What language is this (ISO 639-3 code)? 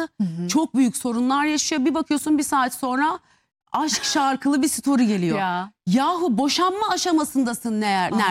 tur